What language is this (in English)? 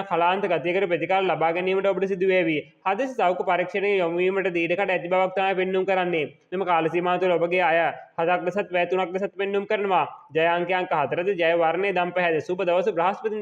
Sinhala